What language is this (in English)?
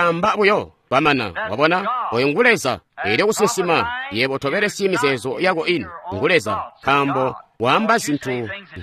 Tonga (Zambia)